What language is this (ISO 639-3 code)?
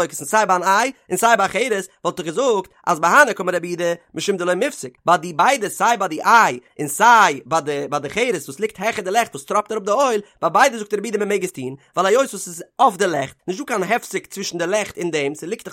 yid